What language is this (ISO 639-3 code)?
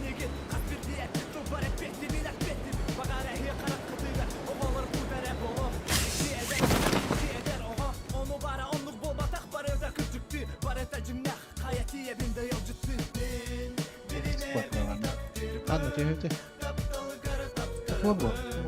sah